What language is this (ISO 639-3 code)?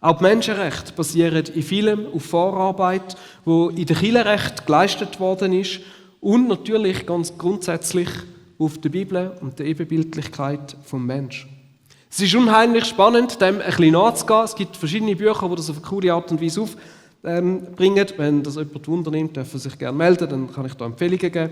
gsw